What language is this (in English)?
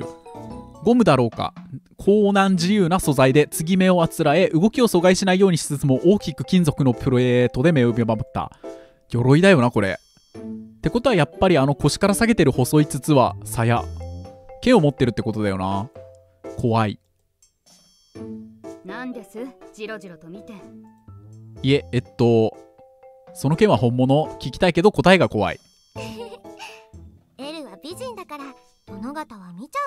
Japanese